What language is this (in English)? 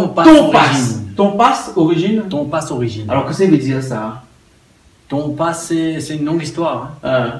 Réunion Creole French